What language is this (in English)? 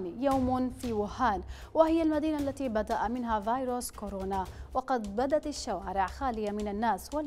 Arabic